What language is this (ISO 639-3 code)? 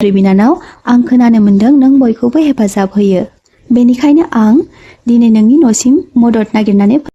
brx